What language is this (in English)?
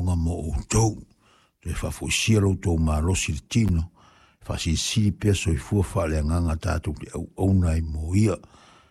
Samoan